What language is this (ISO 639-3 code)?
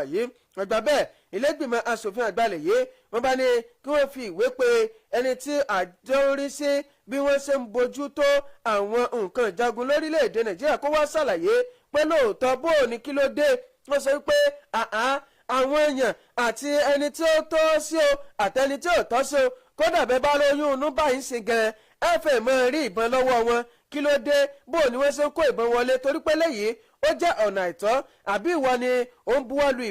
yor